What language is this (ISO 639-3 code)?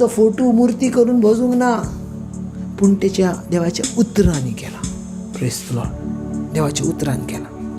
kok